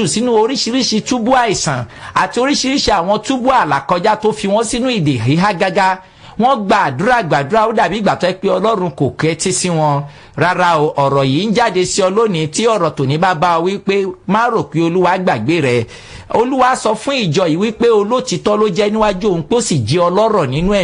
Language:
Yoruba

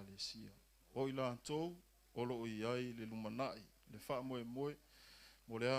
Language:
Samoan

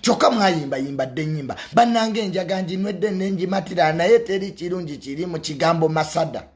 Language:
Ganda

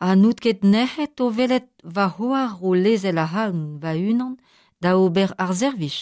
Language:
Breton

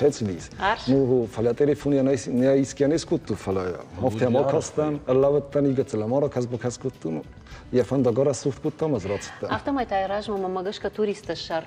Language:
Ossetic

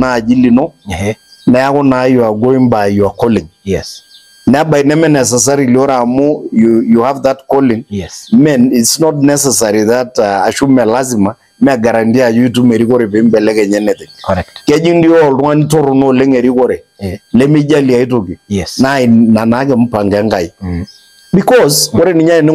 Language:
Masai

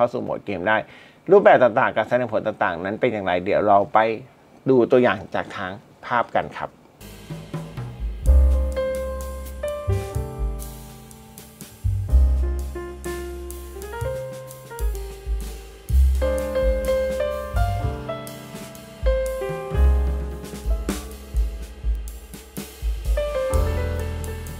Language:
Thai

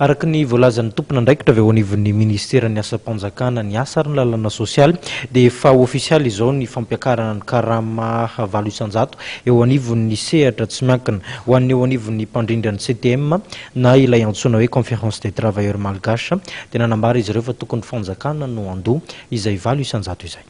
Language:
Malagasy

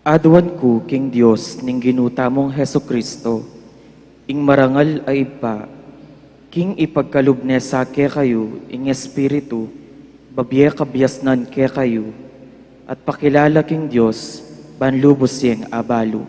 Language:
Pampanga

